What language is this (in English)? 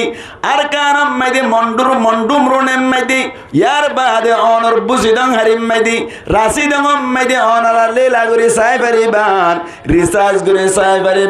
Rohingya